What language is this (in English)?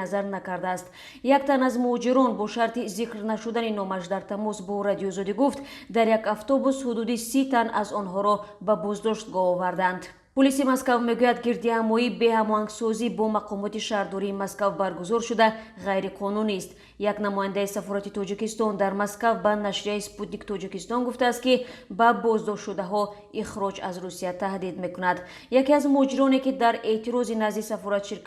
Tajik